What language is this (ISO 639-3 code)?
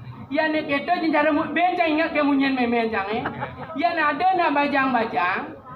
ban